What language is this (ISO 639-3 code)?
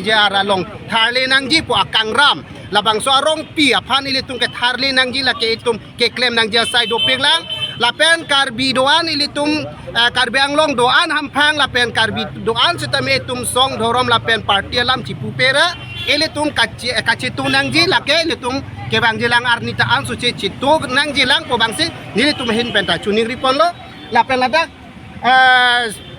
mjw